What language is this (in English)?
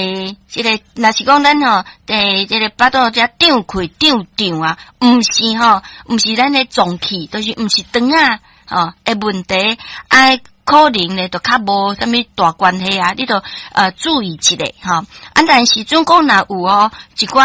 Min Nan Chinese